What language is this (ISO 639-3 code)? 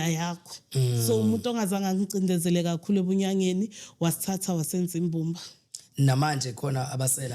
zul